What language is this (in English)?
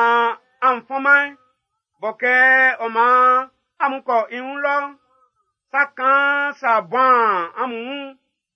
Baoulé